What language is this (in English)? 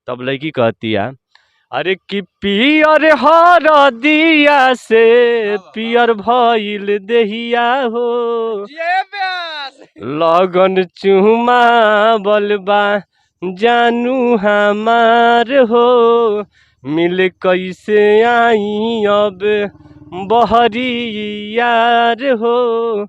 Bhojpuri